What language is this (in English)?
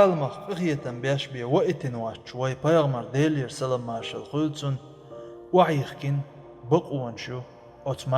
Chechen